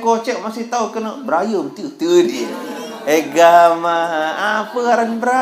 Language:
Sasak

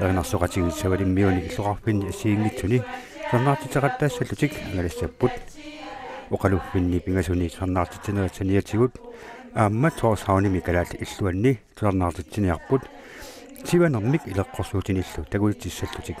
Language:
Kalaallisut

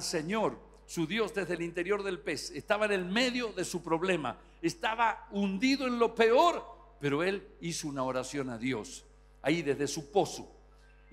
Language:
Spanish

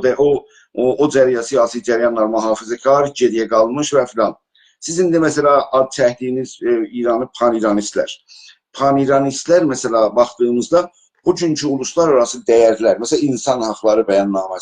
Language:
South Azerbaijani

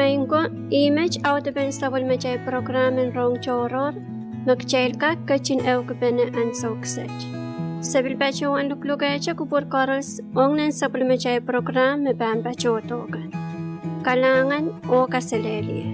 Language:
Pohnpeian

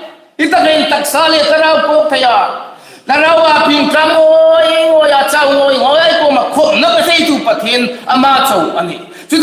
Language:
Hmar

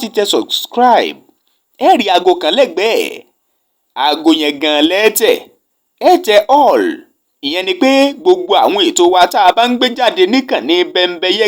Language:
Yoruba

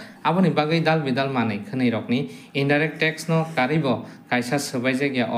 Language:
Kok Borok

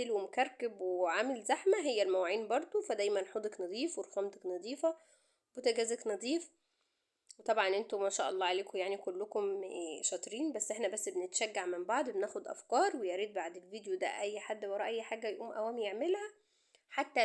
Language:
Egyptian Arabic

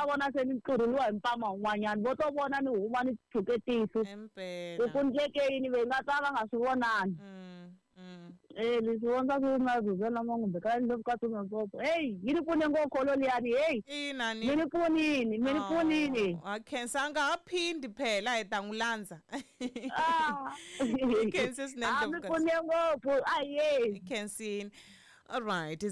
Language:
Tsonga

